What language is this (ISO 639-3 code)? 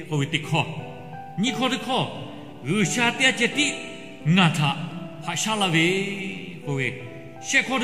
lhu